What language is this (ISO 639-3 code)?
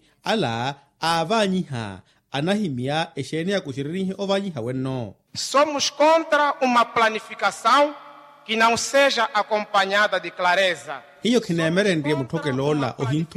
vmw